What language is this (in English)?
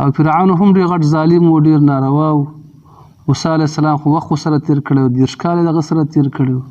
Pashto